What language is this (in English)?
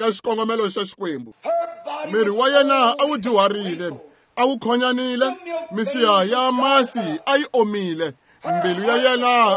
Tsonga